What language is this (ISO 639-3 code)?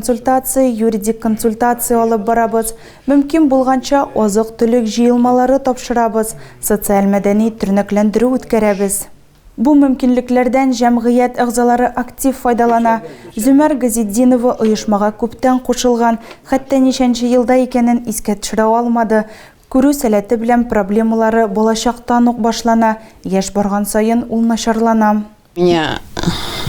tat